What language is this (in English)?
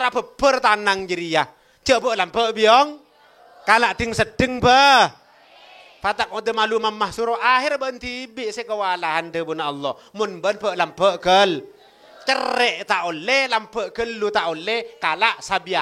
Madurese